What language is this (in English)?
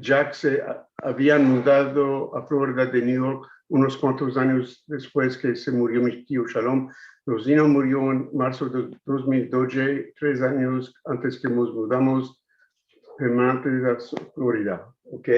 Ladino